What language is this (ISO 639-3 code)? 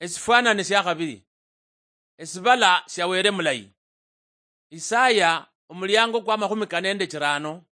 luy